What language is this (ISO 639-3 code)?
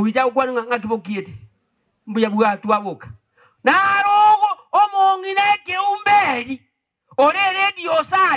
guz